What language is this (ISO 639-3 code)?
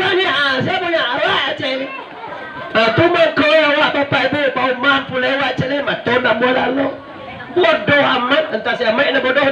min